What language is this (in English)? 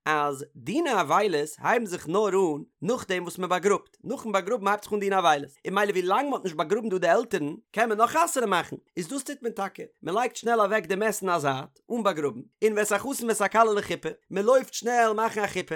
Yiddish